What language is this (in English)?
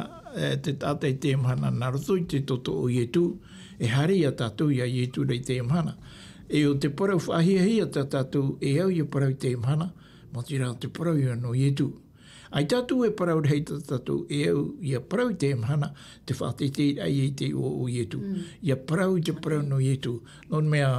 Tahitian